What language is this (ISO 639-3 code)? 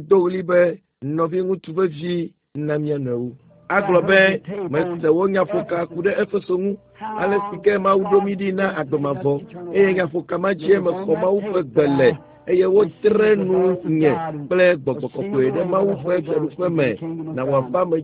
ewe